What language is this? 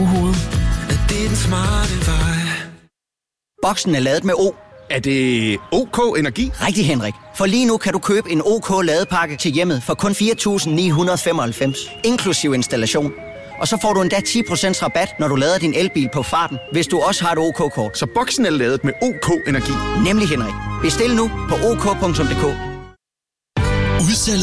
Danish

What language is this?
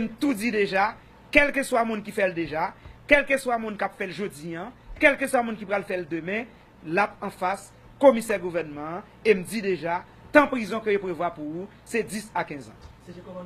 Haitian Creole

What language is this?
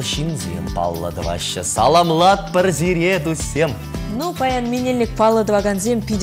Chuvash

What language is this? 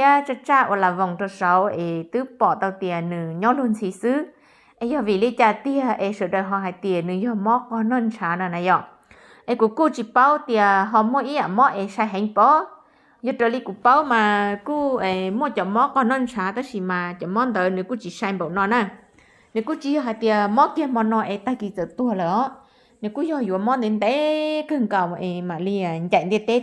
Hmong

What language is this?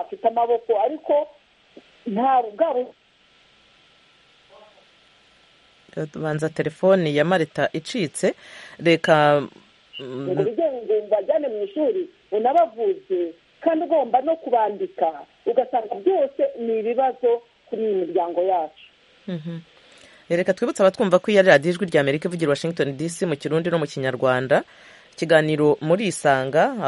Kinyarwanda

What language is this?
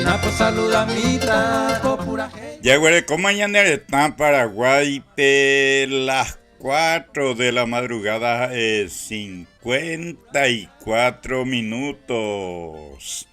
Guarani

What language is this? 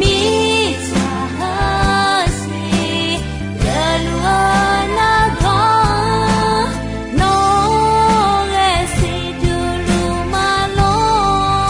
Akha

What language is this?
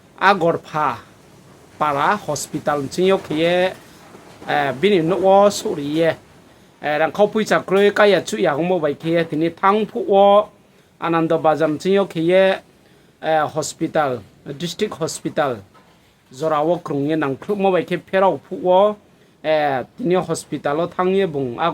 Riang (India)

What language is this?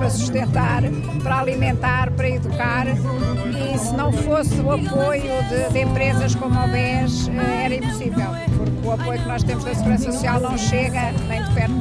Portuguese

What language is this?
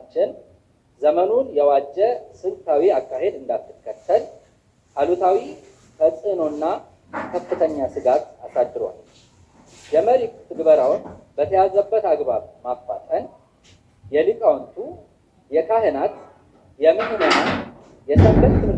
Amharic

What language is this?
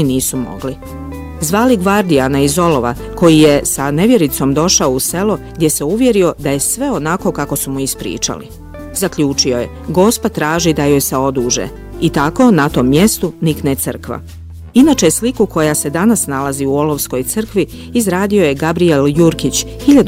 Bosnian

